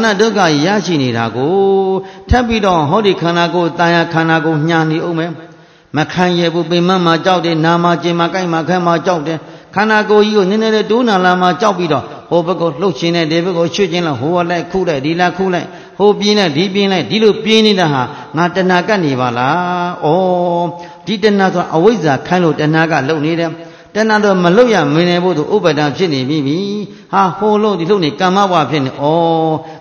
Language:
Burmese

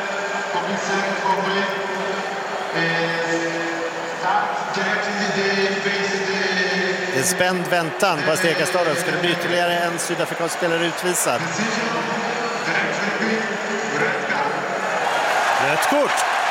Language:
Swedish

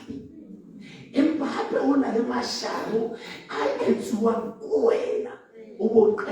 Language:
Southern Sotho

